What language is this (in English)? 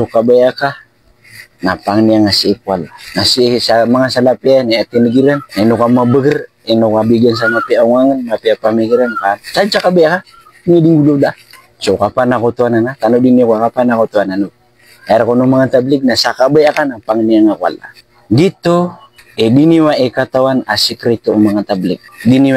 Maranao